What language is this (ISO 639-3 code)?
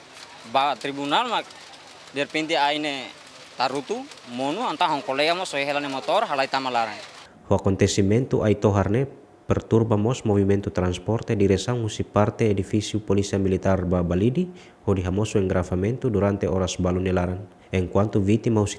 tet